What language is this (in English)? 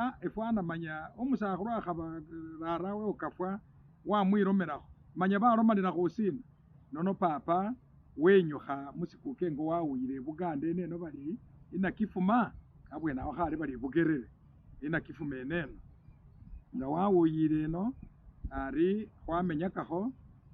Masaaba